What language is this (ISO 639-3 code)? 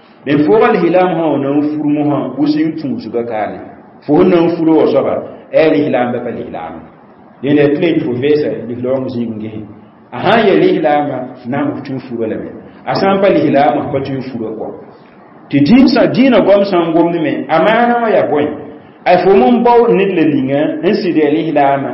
mos